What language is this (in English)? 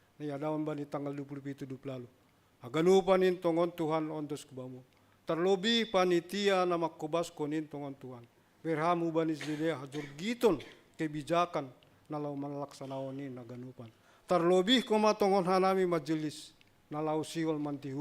Batak Simalungun